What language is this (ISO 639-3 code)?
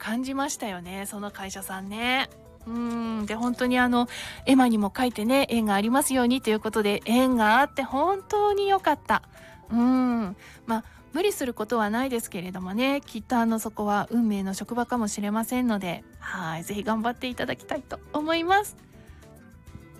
jpn